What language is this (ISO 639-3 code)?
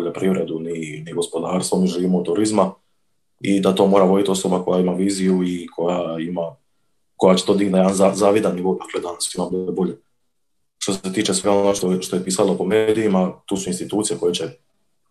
hrv